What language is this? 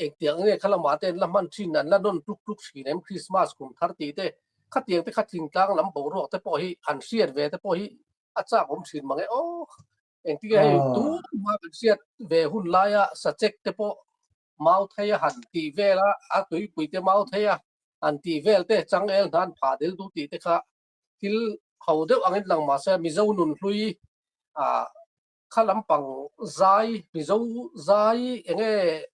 Mizo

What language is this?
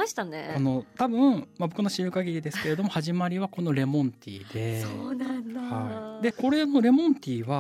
Japanese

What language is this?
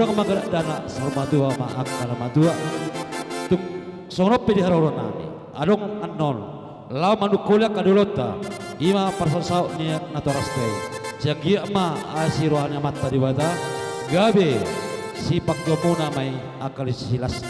Batak Toba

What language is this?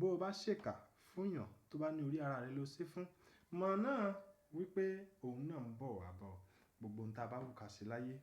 Yoruba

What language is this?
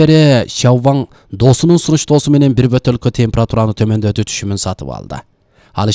Kyrgyz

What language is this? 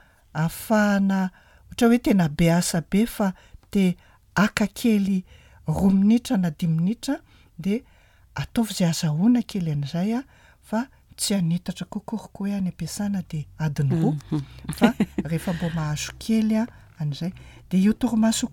Malagasy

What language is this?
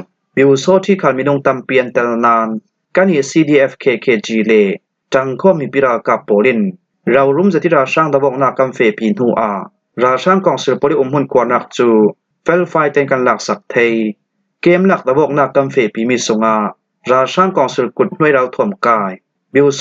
Falam Chin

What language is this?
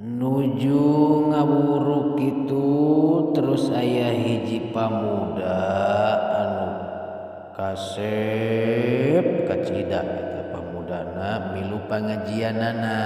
Sundanese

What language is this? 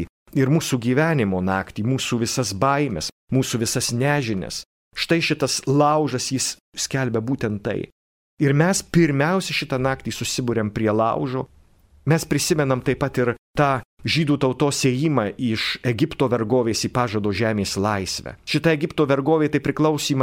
Lithuanian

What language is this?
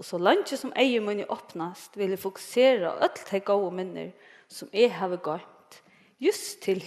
Faroese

